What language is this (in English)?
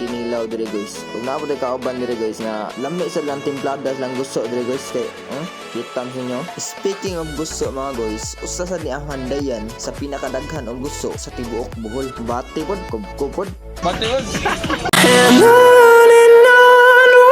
Cebuano